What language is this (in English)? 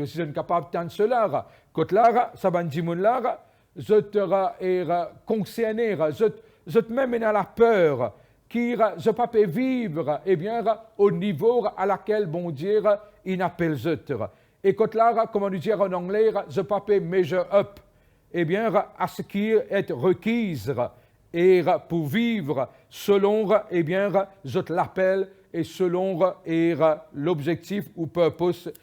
Morisyen